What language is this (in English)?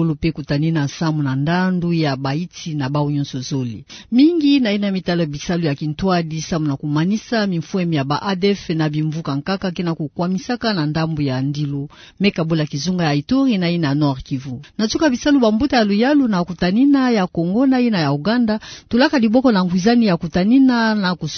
Kituba (Democratic Republic of Congo)